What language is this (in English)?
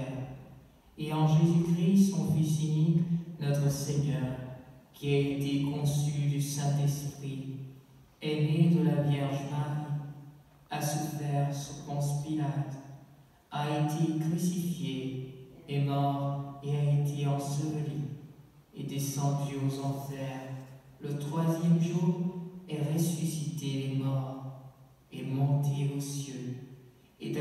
French